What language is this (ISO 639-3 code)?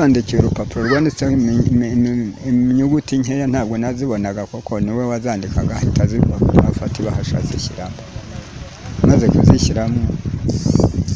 kin